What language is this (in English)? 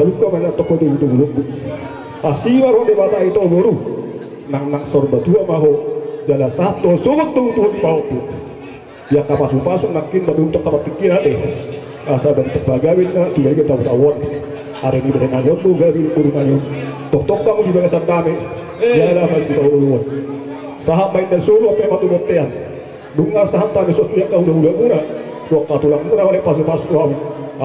Batak Toba